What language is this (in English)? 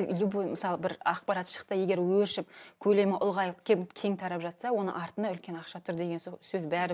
Kazakh